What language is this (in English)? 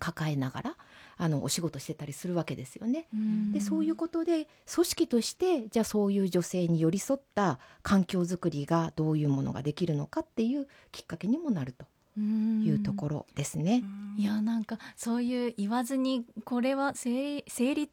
Japanese